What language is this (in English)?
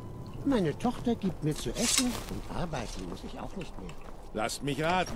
Bavarian